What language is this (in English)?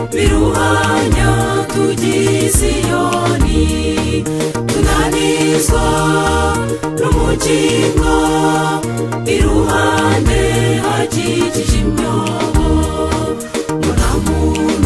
Kinyarwanda